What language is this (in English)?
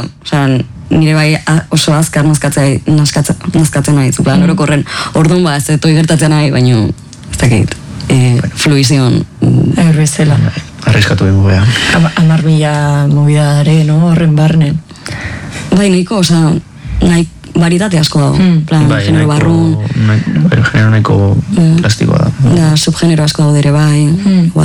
Basque